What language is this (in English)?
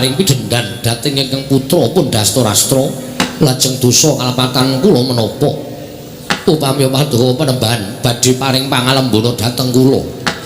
Javanese